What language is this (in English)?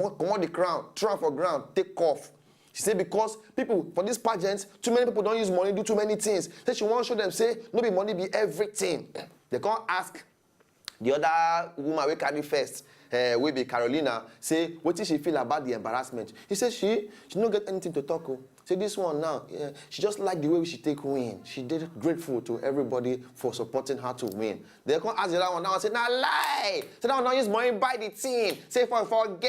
Nigerian Pidgin